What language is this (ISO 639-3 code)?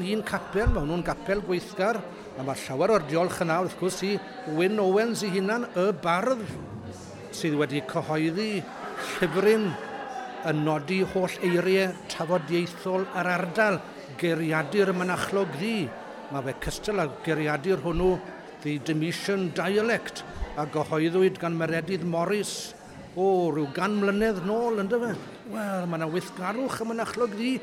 cym